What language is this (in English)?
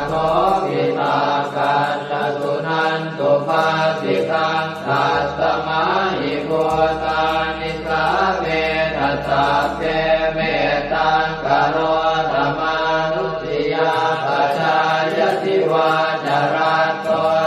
Pali